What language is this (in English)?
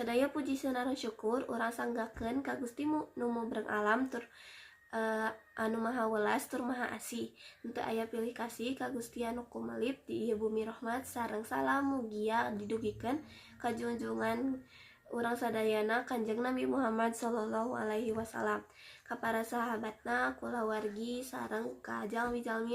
Sundanese